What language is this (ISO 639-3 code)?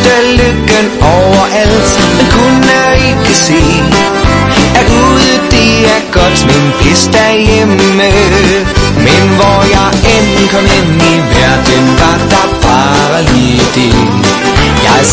dan